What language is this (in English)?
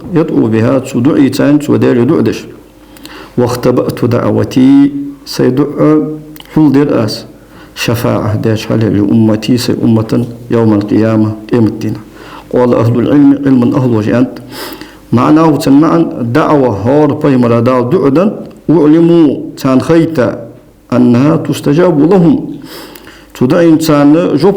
Ingush